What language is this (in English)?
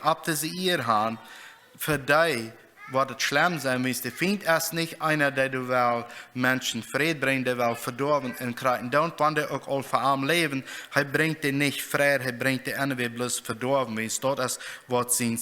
Plautdietsch